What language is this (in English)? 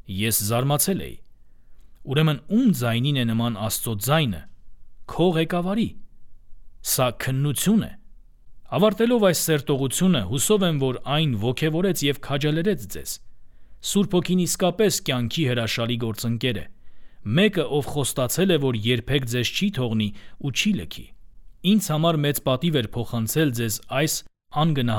Armenian